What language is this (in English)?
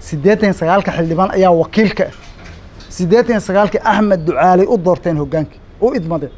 Somali